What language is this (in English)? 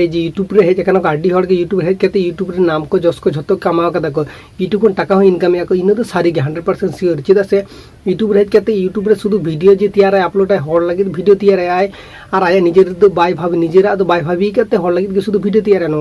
Santali